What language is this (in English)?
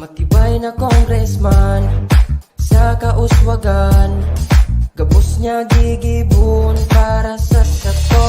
Bikol